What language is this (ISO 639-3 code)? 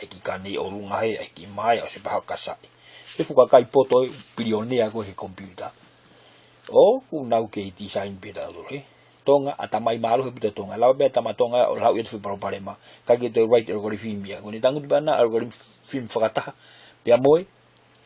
ton